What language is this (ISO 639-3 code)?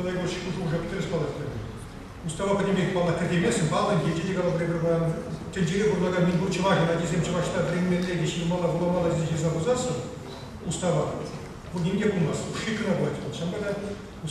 chv